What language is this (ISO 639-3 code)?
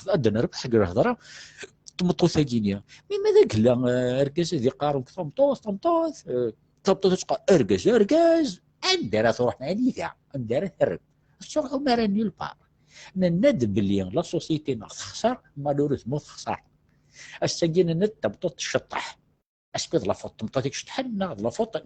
kab